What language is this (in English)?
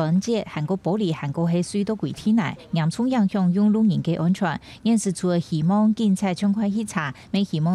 Hakka Chinese